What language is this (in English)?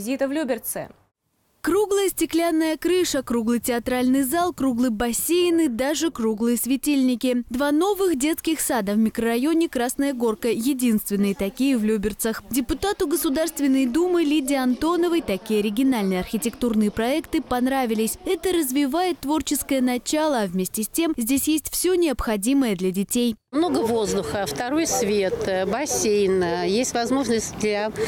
Russian